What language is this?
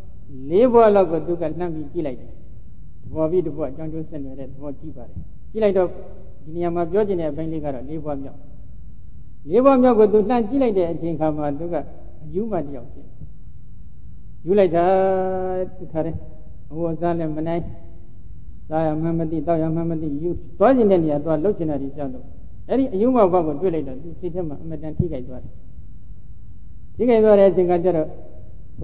Burmese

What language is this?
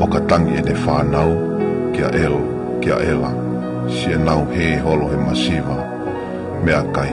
Tongan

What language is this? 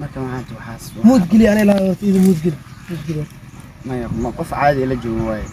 Somali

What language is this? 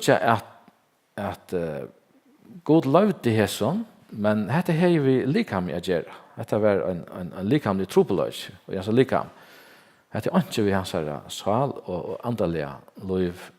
Faroese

